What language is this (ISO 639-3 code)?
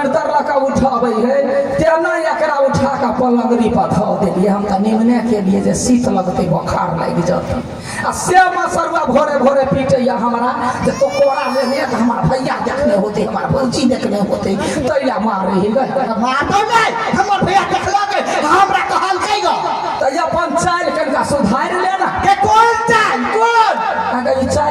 mai